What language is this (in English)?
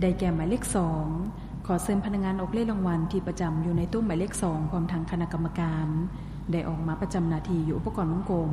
Lao